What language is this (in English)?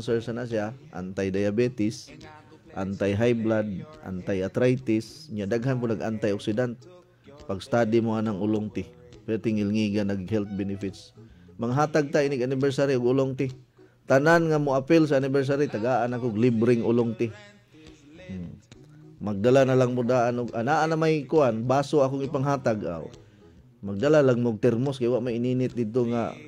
Cebuano